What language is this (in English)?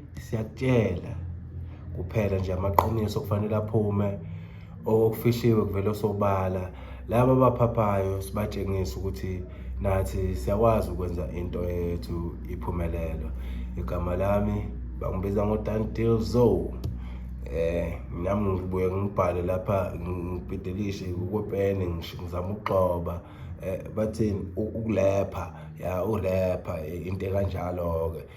Zulu